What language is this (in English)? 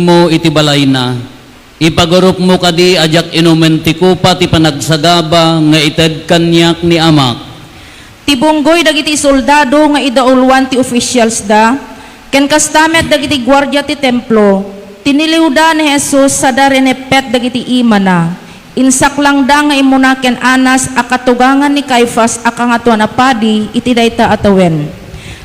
Iloko